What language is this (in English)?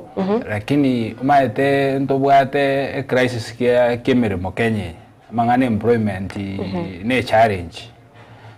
Gusii